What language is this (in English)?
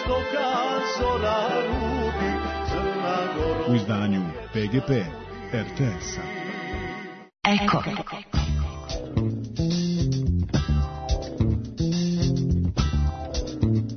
Serbian